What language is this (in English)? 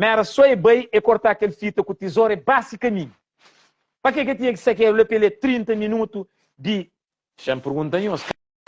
Kabuverdianu